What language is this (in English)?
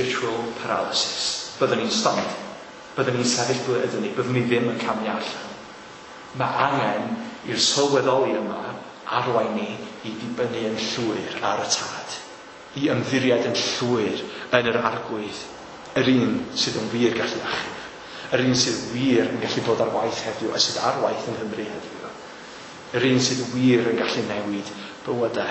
Welsh